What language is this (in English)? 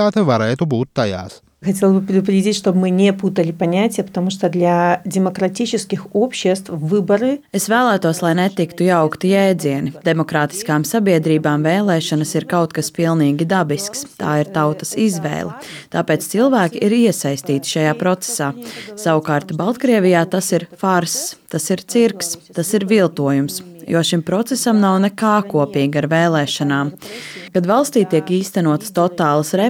Latvian